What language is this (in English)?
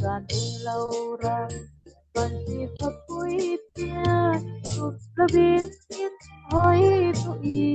Falam Chin